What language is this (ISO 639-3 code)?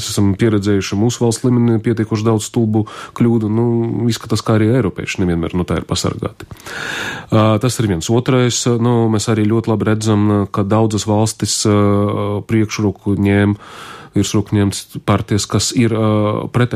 lav